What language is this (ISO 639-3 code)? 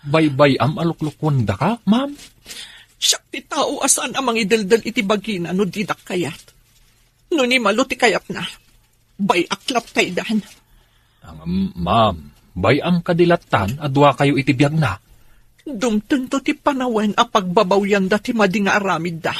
ilo